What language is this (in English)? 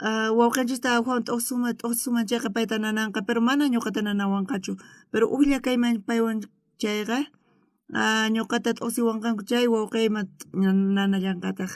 South Bolivian Quechua